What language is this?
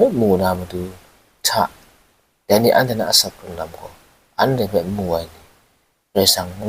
Kachin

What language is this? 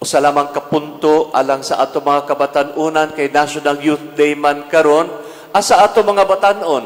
Cebuano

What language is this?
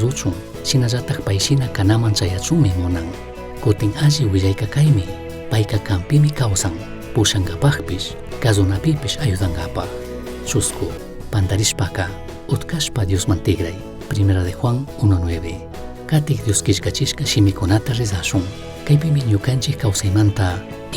Chimborazo Highland Quichua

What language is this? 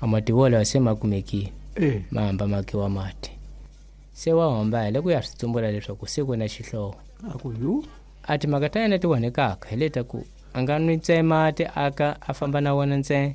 Tsonga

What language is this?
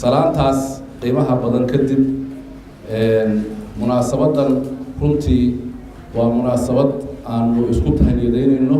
Somali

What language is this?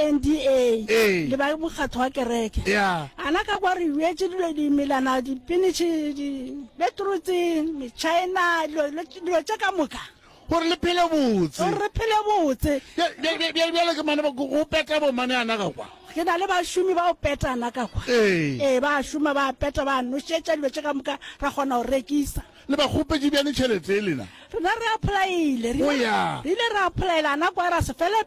Northern Sotho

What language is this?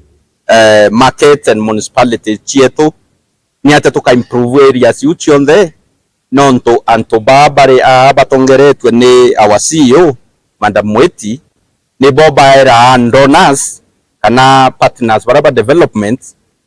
Meru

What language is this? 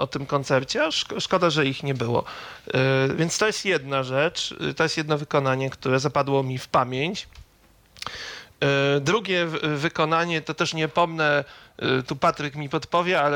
Polish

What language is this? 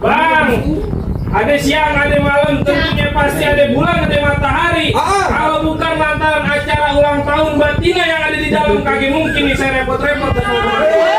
Betawi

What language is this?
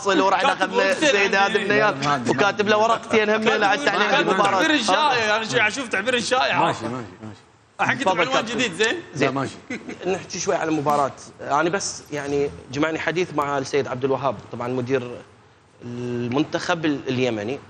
Mesopotamian Arabic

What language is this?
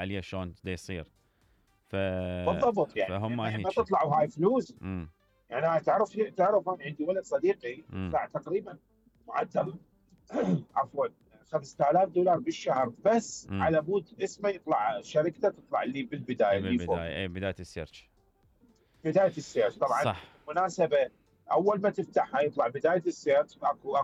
Mesopotamian Arabic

